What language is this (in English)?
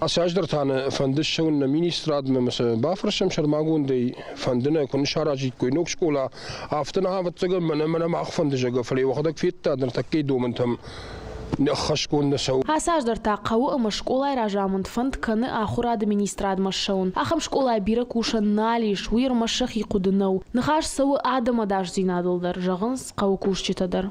Ossetic